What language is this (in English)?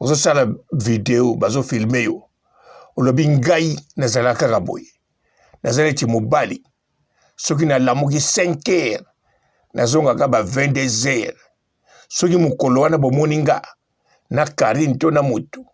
Lingala